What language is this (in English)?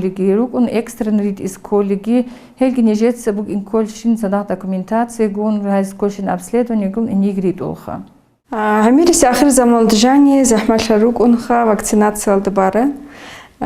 Avaric